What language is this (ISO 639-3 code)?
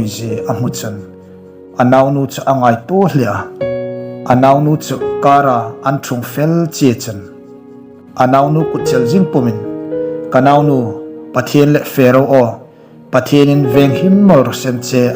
hmr